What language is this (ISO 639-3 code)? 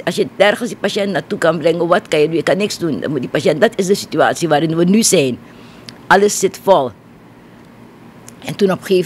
nld